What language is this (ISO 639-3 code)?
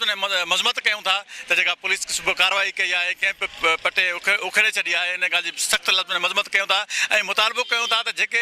snd